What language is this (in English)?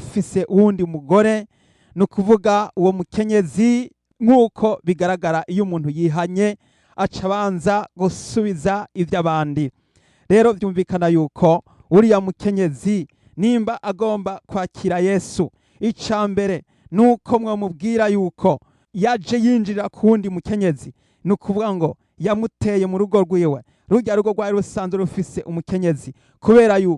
Rundi